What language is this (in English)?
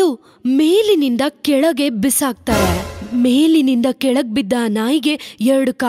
Kannada